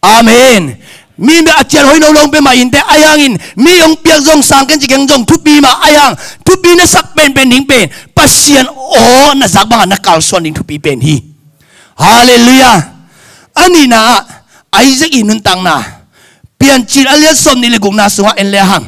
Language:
Tedim Chin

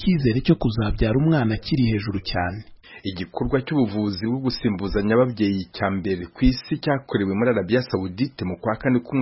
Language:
Kinyarwanda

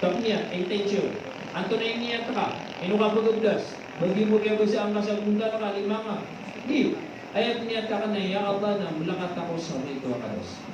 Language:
Maranao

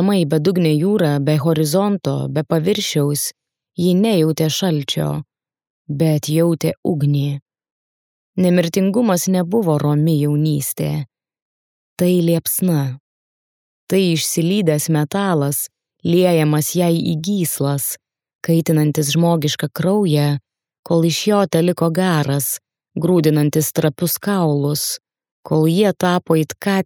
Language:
Lithuanian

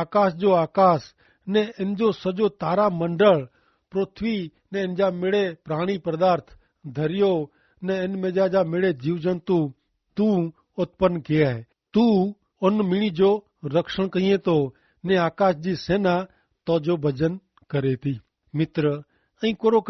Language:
Kachhi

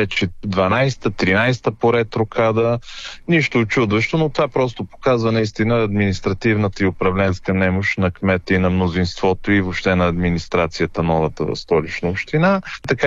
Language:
Bulgarian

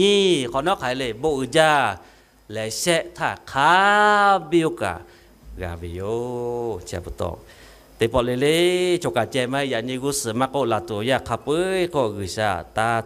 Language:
Lahu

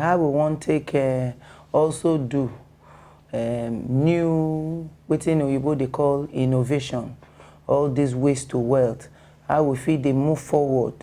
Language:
Nigerian Pidgin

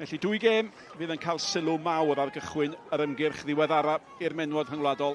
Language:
Welsh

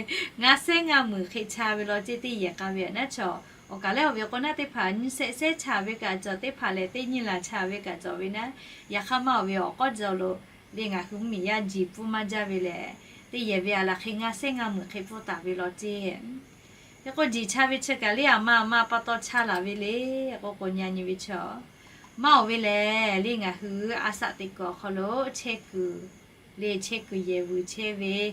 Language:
Lahu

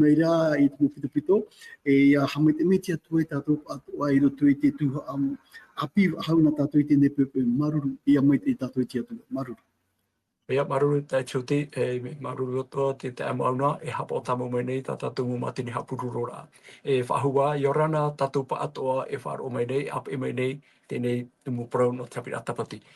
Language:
Tahitian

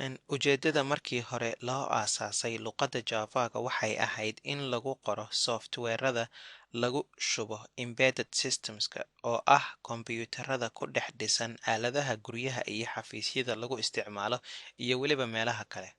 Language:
Somali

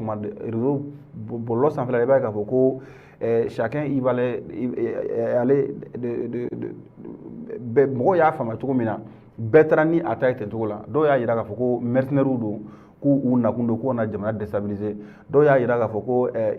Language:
Bambara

